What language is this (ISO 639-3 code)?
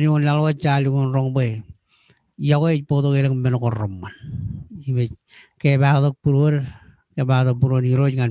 mah